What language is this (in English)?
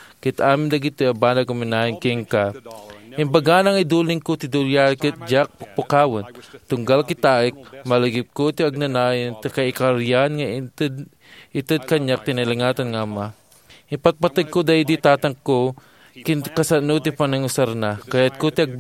Iloko